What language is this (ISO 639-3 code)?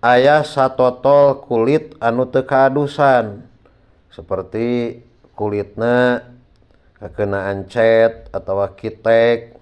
sun